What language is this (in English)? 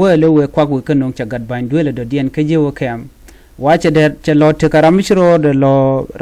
Nuer